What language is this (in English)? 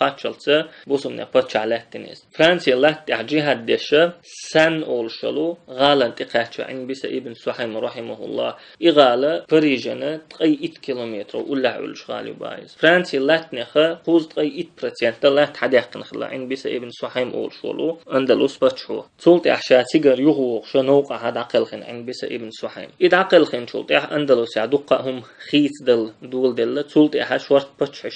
Chechen